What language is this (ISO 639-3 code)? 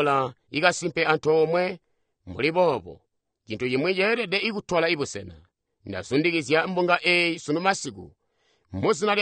toi